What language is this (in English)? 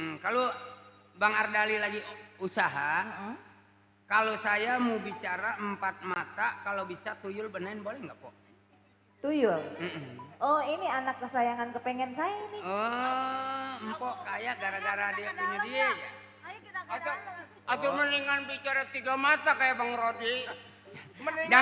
Betawi